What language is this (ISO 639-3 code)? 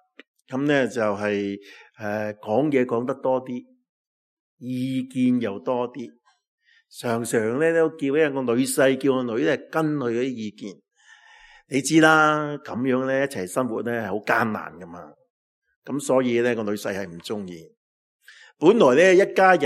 yue